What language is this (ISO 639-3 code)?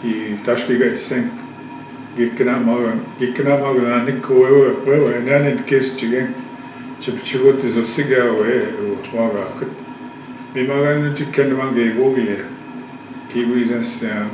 ojb